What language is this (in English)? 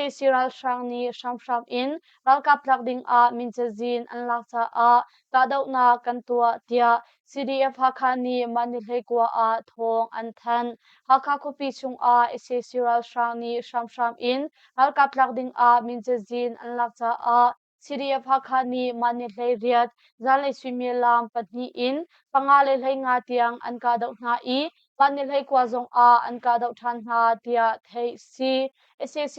Hakha Chin